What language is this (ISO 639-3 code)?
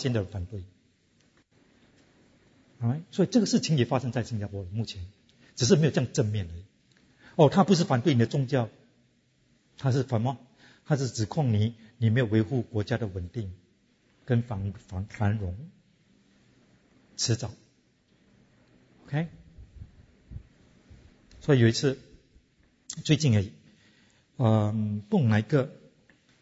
zho